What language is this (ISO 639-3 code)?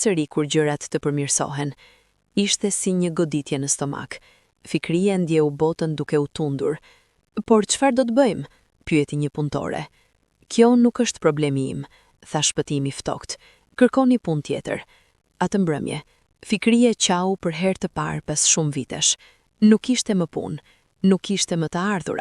sqi